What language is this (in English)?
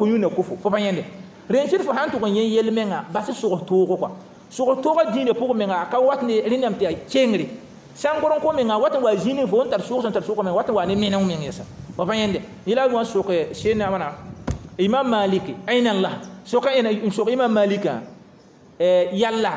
Mossi